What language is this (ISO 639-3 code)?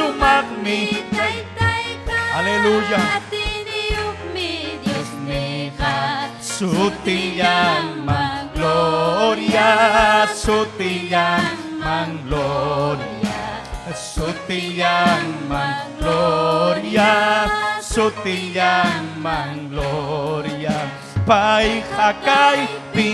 quy